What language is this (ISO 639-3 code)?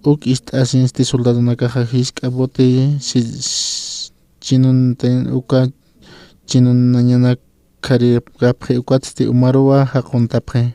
aym